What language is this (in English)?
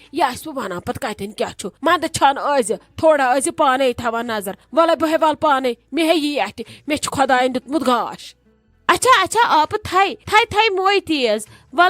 Kashmiri